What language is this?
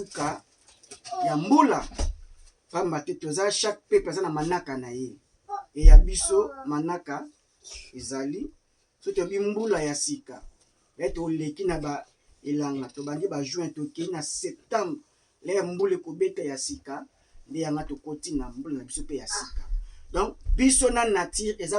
Lingala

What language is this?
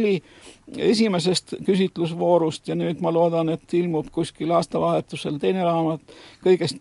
Estonian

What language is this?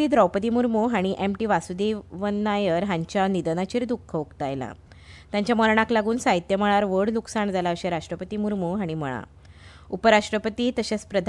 Konkani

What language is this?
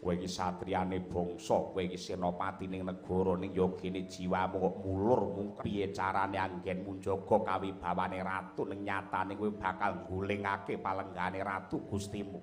Javanese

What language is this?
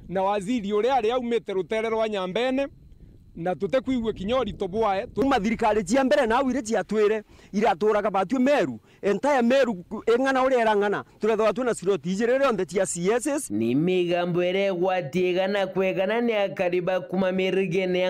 Meru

